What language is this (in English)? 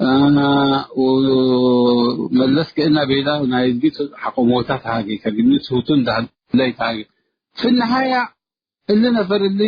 Tigre